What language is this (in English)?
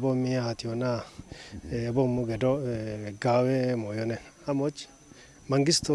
Kafa